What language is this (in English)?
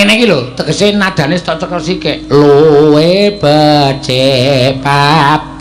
Javanese